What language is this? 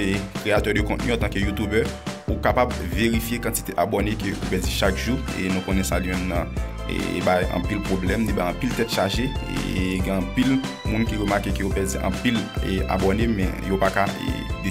Haitian Creole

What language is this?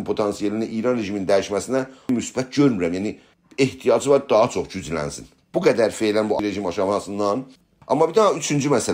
South Azerbaijani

